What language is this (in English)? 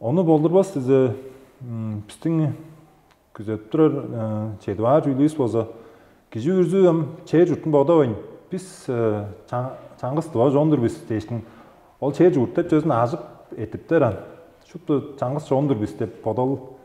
Tuvinian